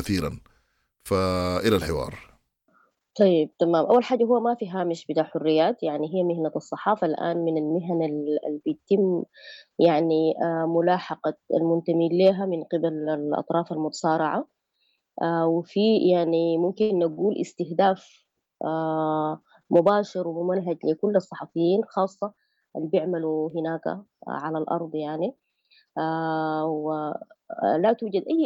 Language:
Sudanese Arabic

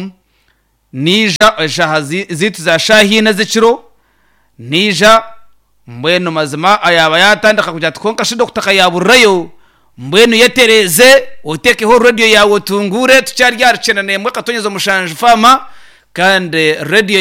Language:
Nyankole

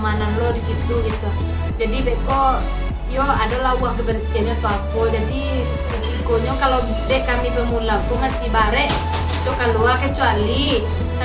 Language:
Minangkabau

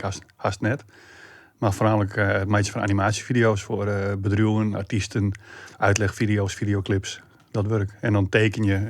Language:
Western Frisian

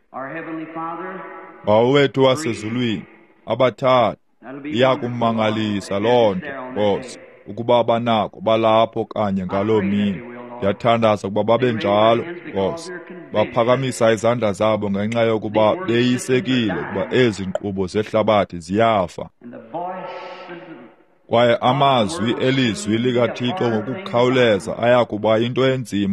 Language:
Xhosa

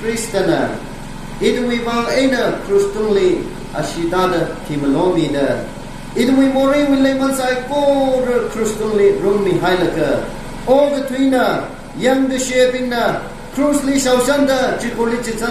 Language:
Tangkhul Naga (India)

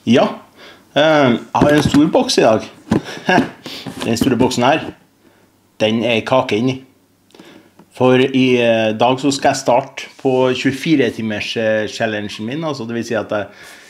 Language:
Norwegian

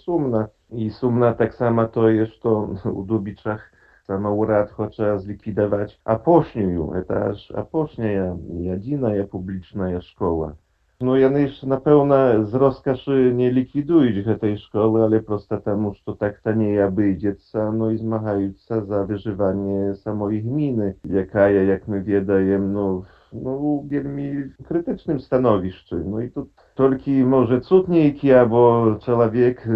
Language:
Belarusian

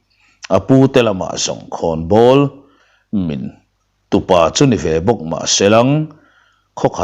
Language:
Mizo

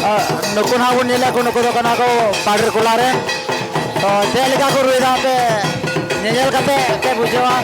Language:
Santali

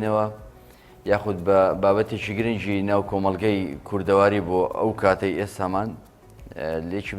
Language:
Central Kurdish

